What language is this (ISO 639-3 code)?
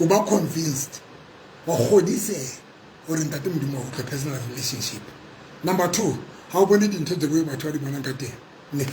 sot